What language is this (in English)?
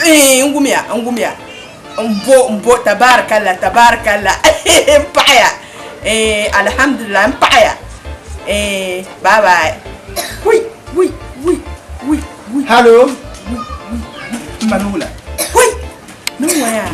Dagbani